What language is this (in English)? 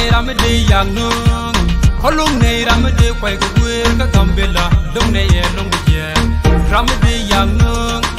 Nuer